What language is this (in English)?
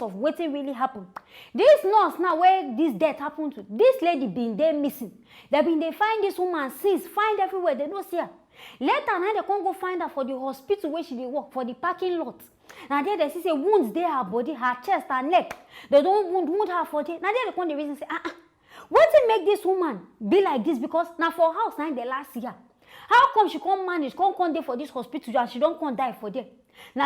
Nigerian Pidgin